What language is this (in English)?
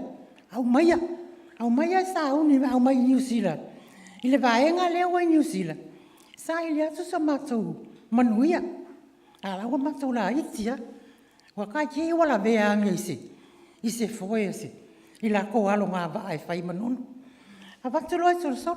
Samoan